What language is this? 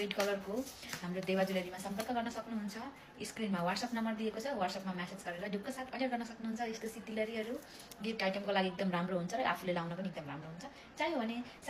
Nepali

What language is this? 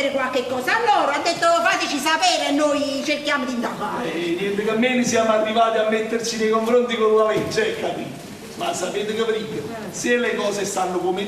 Neapolitan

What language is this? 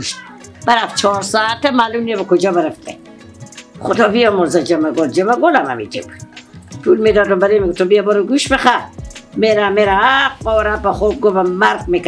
Persian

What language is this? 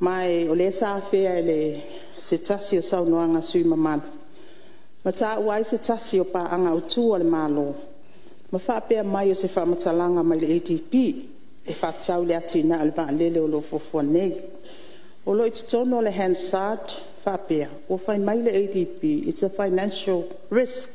Samoan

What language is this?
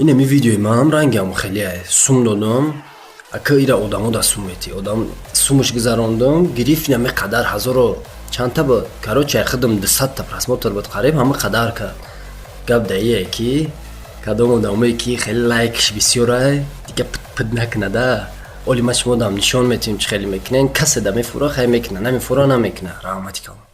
Tajik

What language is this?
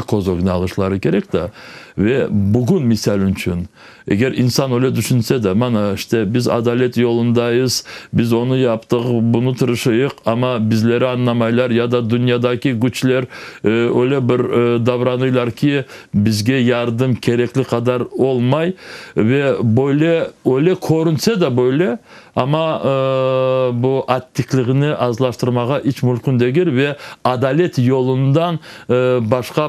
Crimean Tatar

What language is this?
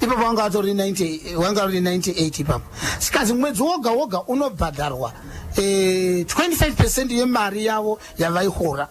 Shona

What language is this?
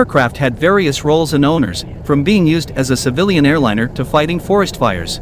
English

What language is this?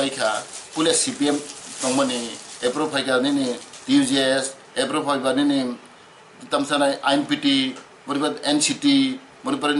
Riang (India)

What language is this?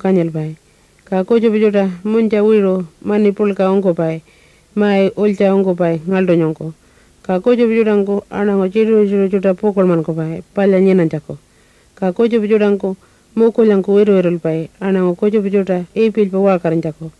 Pitjantjatjara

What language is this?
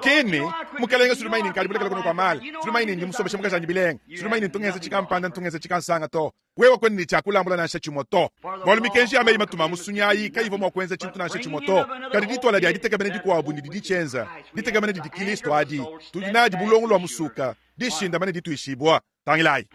Luba-Lulua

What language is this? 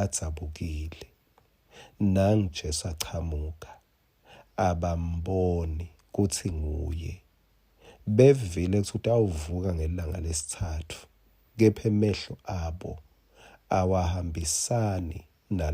Swati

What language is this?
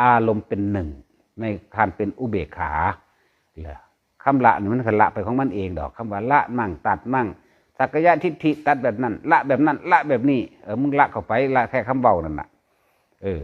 Lao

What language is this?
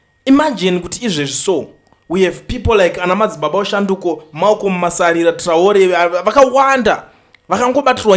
Shona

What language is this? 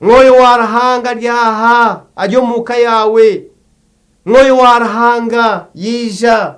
Nyankole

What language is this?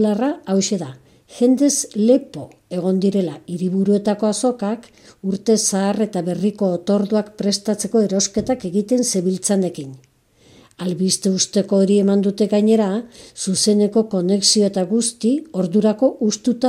Basque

